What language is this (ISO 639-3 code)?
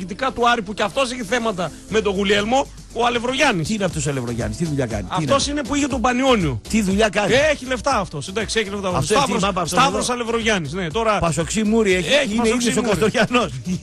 ell